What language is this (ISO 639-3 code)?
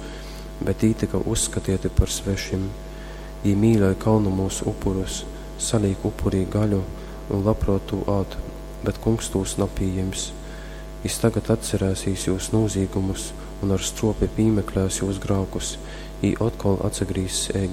ltg